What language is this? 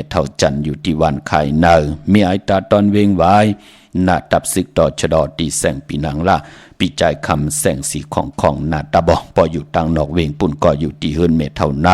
Shan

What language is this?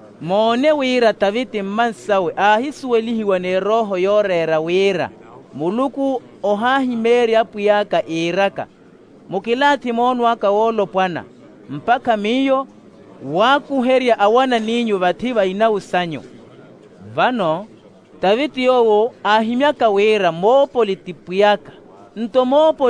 Makhuwa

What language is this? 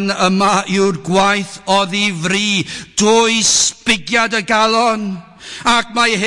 Welsh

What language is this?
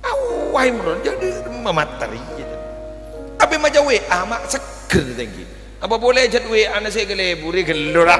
Madurese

